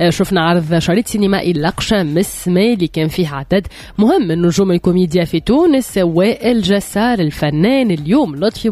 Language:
Tunisian Arabic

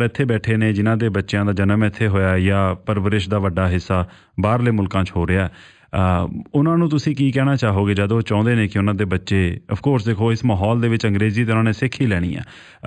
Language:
Punjabi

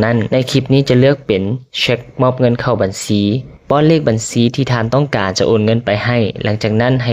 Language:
Lao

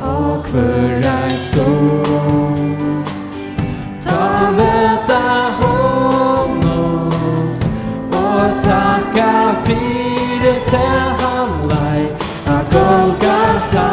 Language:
Faroese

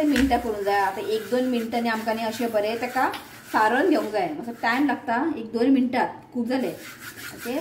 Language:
Konkani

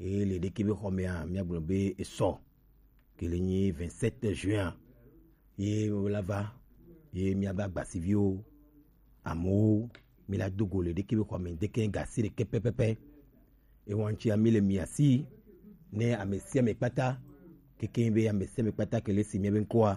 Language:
Gen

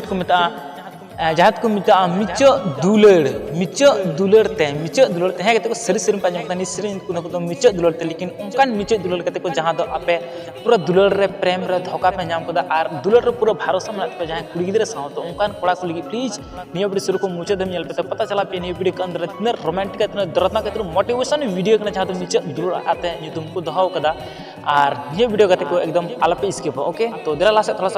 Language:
Santali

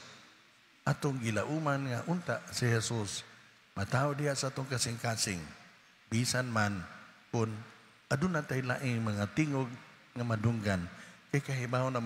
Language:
Cebuano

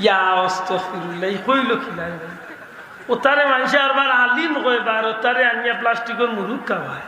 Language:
Sylheti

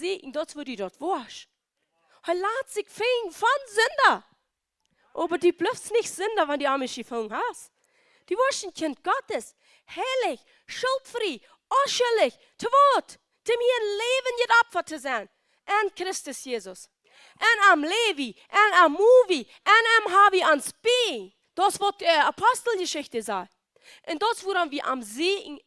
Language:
Plautdietsch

